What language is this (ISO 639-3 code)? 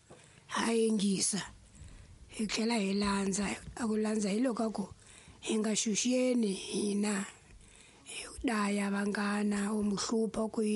tso